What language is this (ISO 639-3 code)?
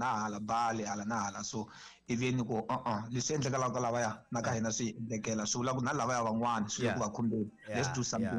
tso